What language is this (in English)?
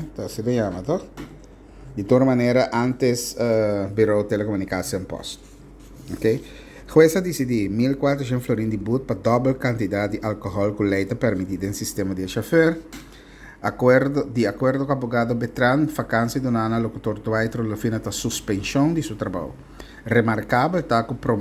Papiamento